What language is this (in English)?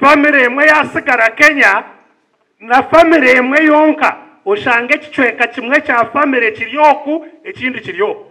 Nyankole